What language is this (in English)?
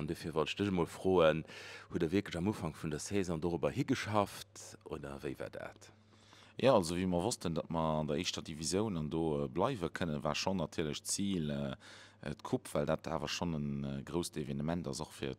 Luxembourgish